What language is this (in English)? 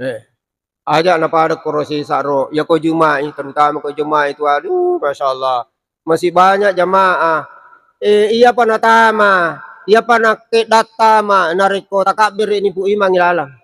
Buginese